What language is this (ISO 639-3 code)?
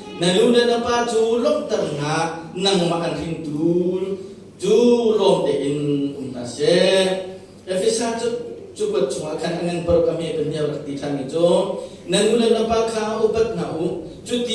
cnh